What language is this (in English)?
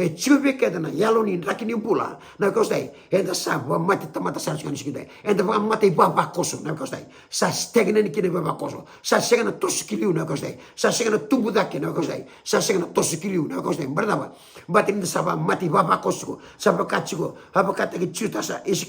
Fijian